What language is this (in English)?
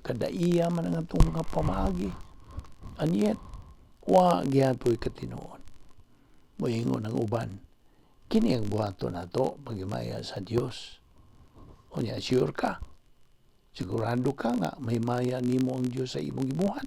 Cebuano